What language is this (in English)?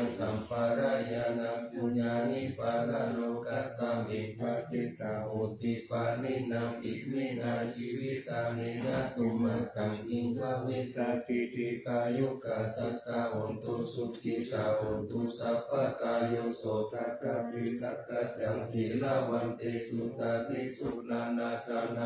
Pali